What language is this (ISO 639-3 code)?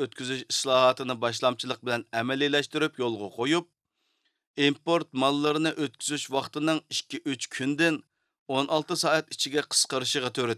uig